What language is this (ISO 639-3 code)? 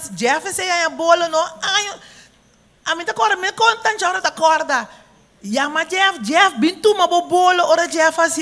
pap